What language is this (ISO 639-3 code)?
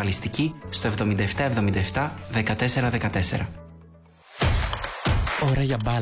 ell